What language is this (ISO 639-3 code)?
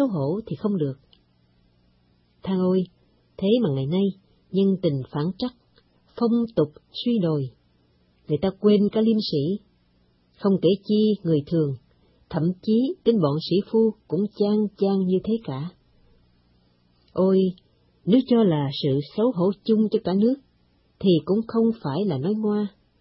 vie